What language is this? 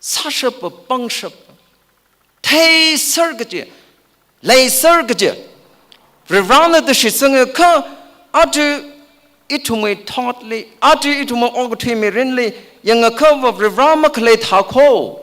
Tangkhul Naga (India)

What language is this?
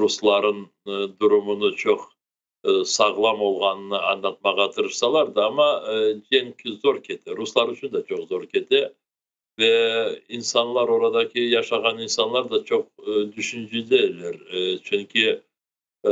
Crimean Tatar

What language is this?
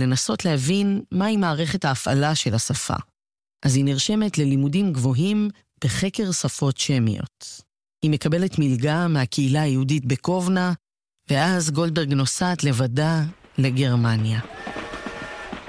Hebrew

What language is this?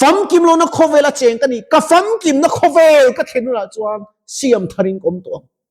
Mizo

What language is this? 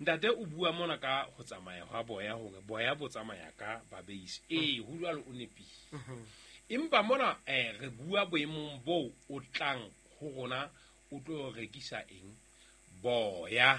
Southern Sotho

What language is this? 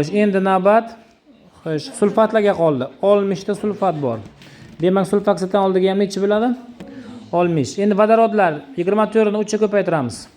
Uzbek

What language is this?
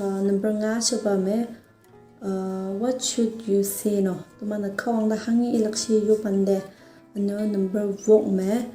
Konyak Naga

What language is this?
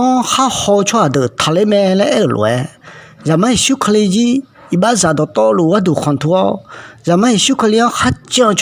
Akha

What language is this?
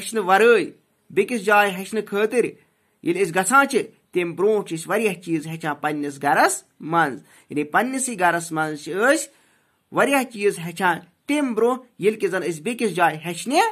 Kashmiri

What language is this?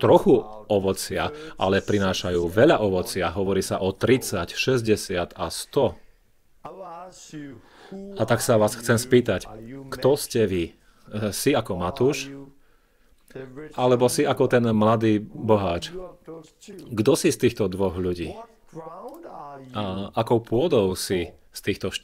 Slovak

